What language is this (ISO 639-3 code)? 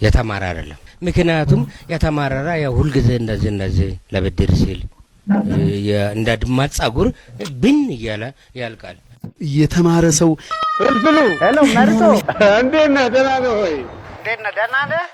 amh